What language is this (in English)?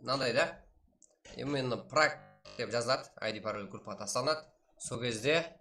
Kara-Kalpak